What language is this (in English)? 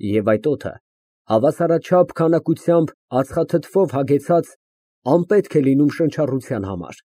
Armenian